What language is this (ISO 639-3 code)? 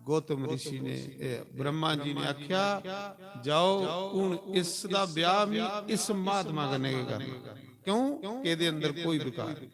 doi